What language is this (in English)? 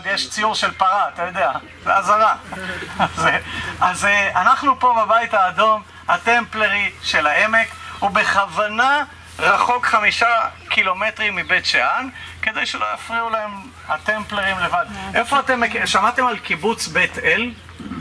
Hebrew